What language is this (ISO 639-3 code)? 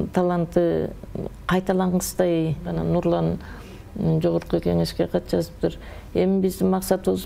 kir